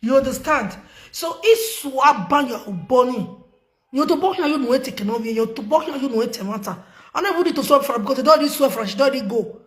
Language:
Nigerian Pidgin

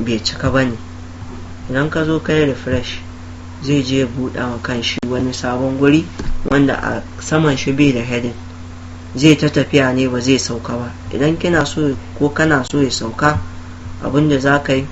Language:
Hausa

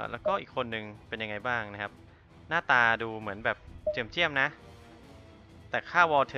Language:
Thai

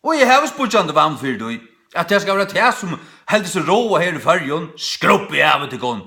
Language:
Faroese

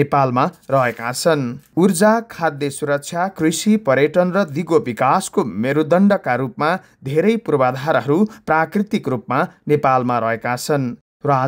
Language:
Nepali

